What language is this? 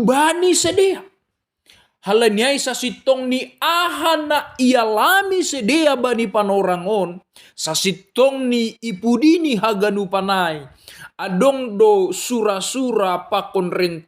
Batak Simalungun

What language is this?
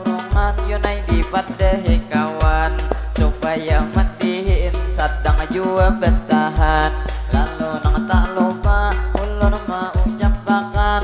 Banjar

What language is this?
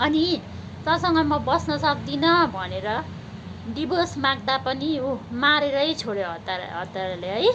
Nepali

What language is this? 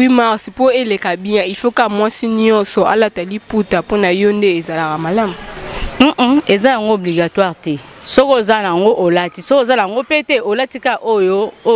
Lingala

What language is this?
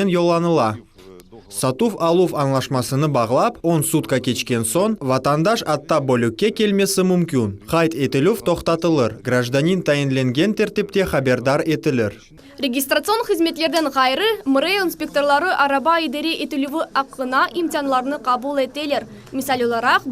Crimean Tatar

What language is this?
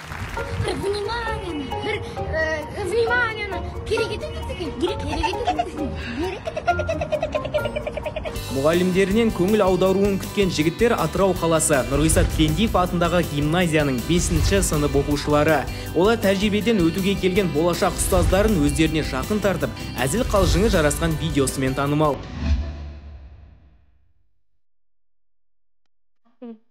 Kazakh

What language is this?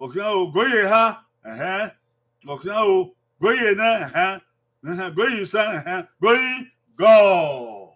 Bini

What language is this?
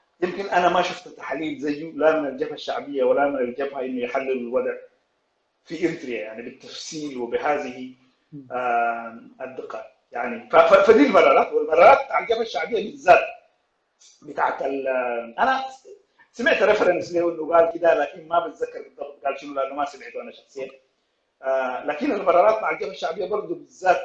Sudanese Arabic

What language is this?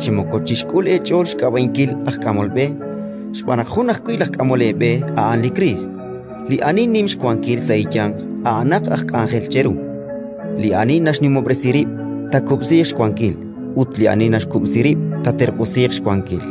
Kekchí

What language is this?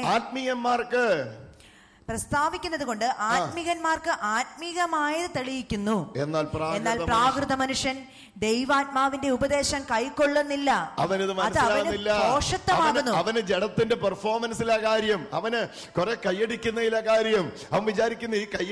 Malayalam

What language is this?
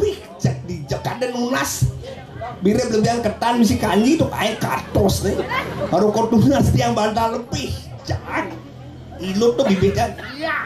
Balinese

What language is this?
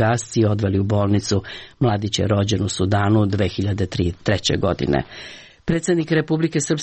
Serbian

